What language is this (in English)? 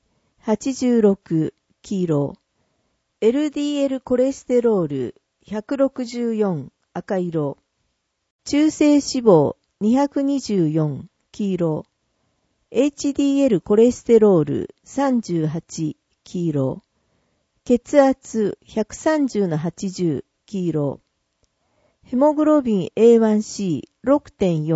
Japanese